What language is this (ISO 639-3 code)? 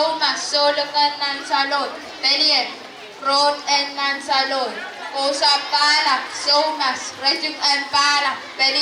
pon